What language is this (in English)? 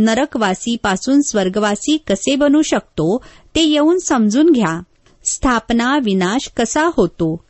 Marathi